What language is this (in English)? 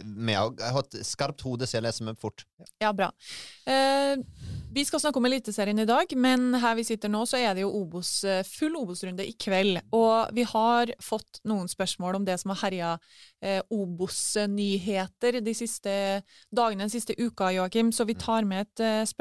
Norwegian